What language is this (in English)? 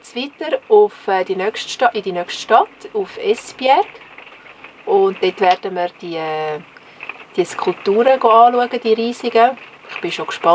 Swiss German